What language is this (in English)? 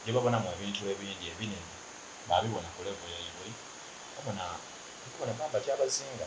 Soga